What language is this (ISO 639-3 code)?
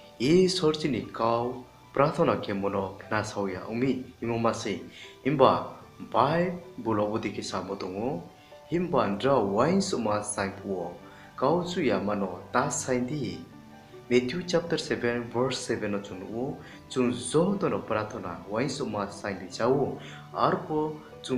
ria